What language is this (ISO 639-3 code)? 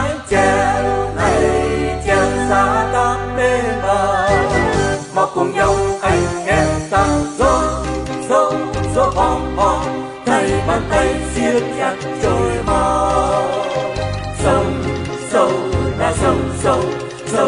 vie